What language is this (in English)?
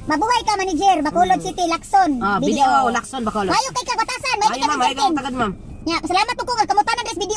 Cebuano